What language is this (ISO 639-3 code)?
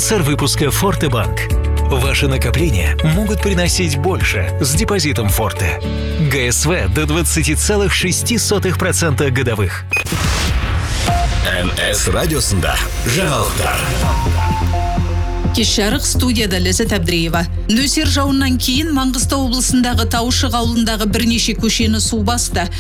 kaz